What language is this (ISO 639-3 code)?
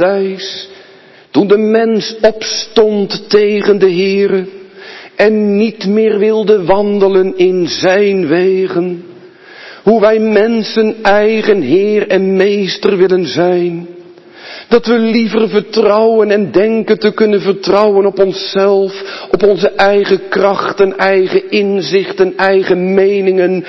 nld